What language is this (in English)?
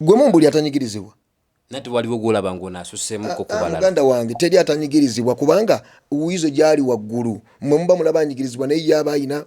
Ganda